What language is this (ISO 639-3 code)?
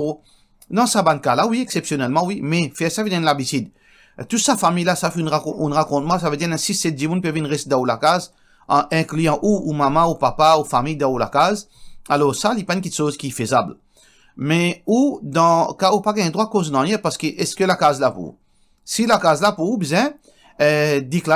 mfe